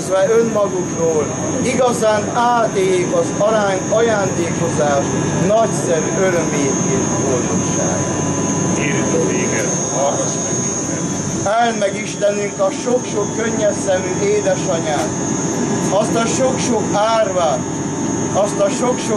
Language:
Hungarian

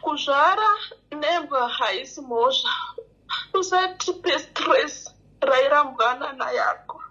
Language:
Shona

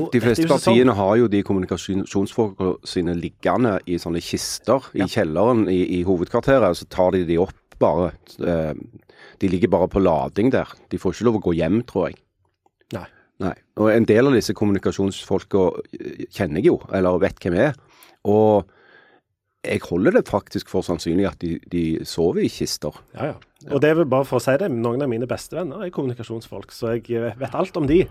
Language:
Norwegian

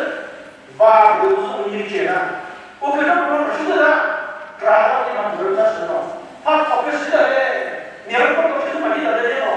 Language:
Chokri Naga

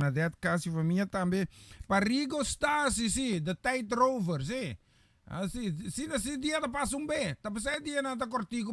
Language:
Papiamento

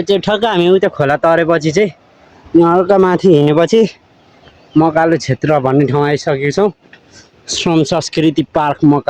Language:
Nepali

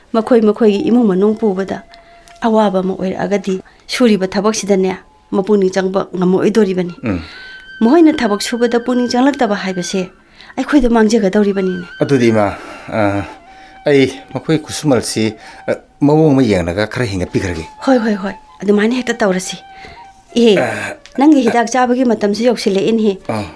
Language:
Manipuri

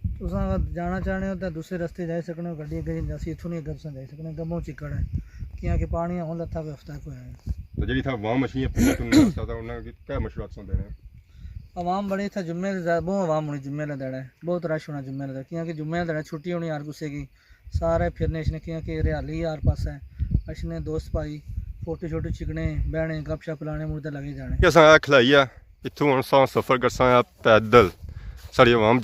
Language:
Pahari-Potwari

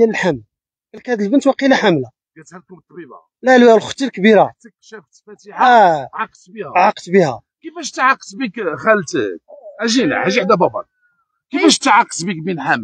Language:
Moroccan Arabic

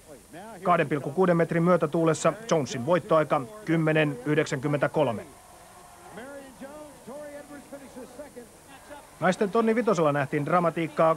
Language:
Finnish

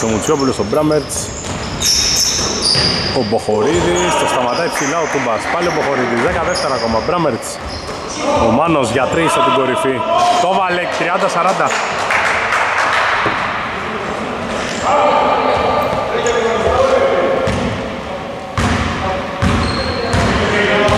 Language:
Greek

